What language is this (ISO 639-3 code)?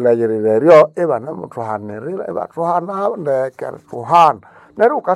nnb